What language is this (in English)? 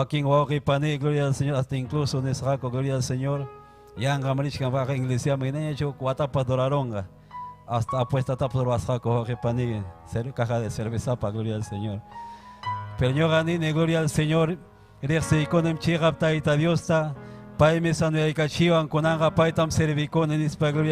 Ayacucho Quechua